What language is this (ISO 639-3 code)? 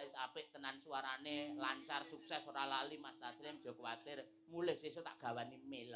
jav